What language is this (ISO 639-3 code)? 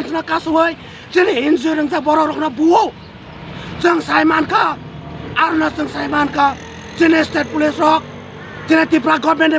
trp